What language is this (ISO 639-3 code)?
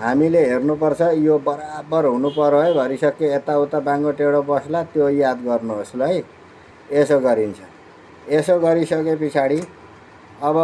nep